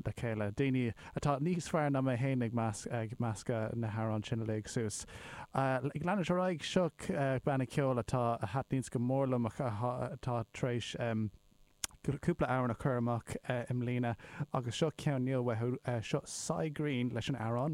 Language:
Irish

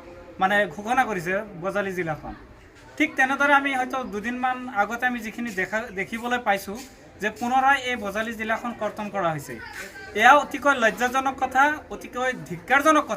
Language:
Assamese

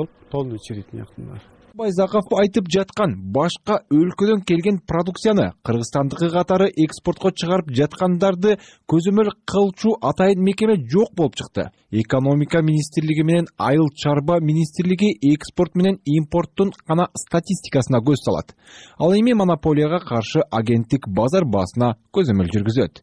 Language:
Kyrgyz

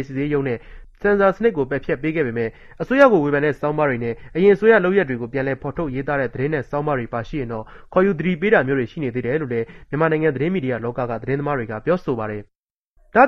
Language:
Burmese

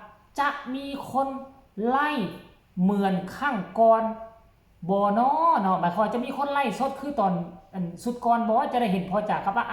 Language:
Northeastern Thai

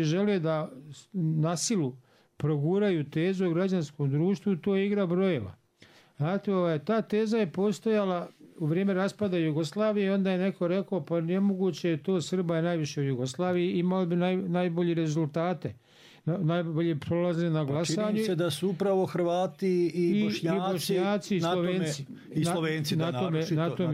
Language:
Bosnian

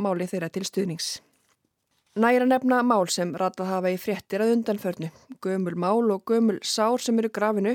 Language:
Icelandic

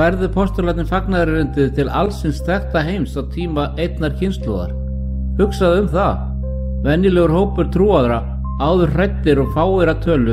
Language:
Icelandic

